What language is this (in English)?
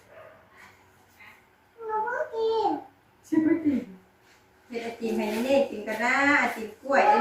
Northeastern Thai